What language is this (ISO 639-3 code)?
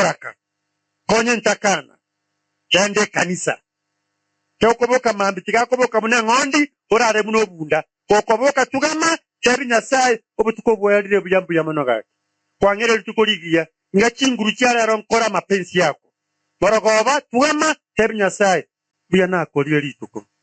guz